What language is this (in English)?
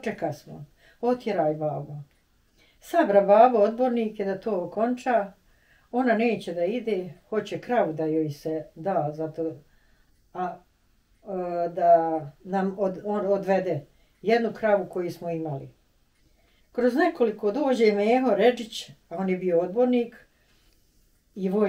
Bosnian